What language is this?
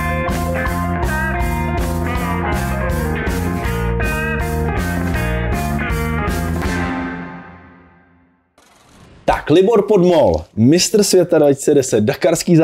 Czech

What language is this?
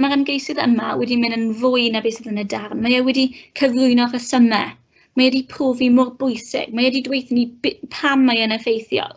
Welsh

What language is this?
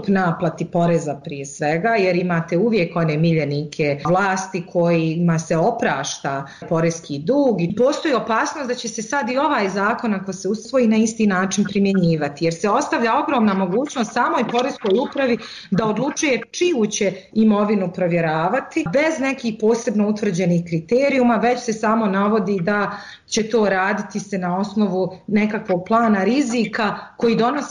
Serbian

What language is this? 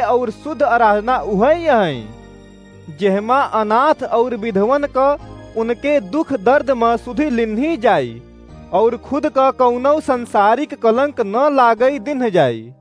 Awadhi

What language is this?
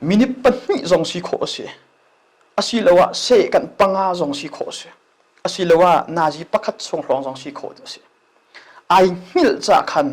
Hakha Chin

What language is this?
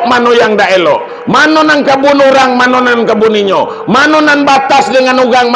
Minangkabau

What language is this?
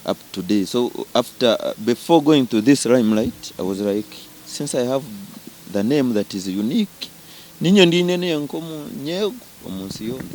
Nyankole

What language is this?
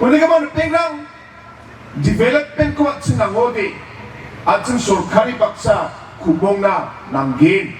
Garo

